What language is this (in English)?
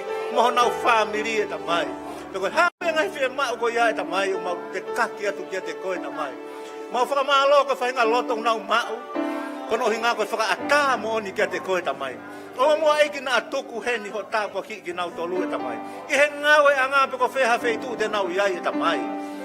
Tongan